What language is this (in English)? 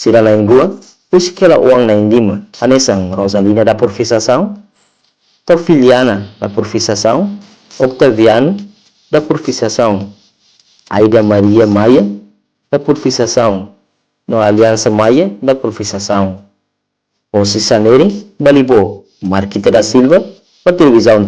Tetum